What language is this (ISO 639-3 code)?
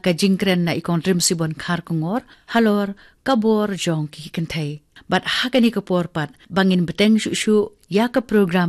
kha